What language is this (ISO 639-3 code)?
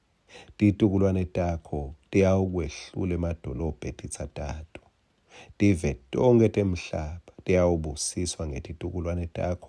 ssw